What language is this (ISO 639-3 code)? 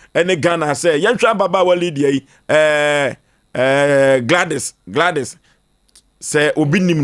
aka